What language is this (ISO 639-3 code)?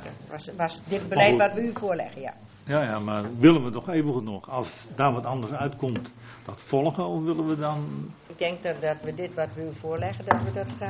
nld